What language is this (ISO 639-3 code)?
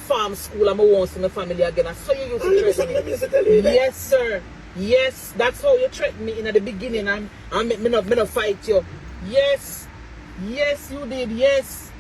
jam